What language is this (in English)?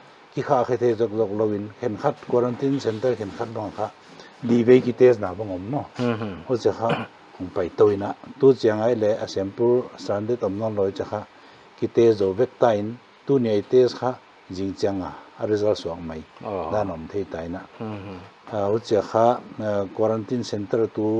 Paite Chin